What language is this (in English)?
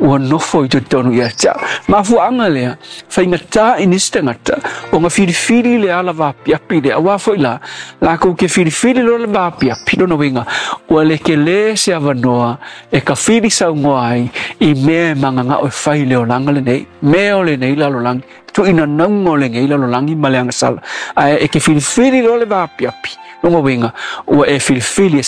Samoan